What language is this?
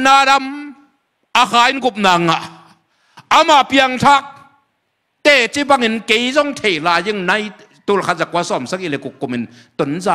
Tedim Chin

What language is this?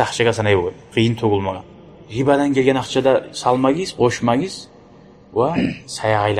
Kumyk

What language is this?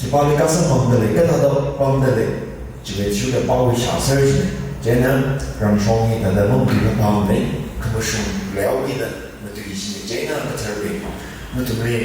Tangkhul Naga (India)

